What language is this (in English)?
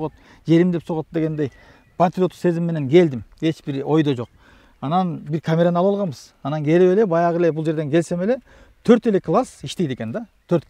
Kyrgyz